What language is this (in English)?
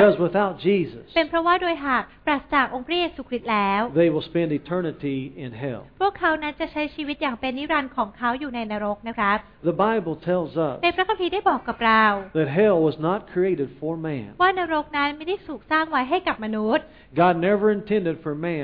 Thai